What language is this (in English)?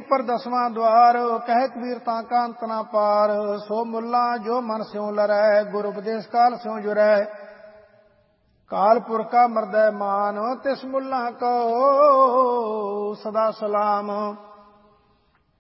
Punjabi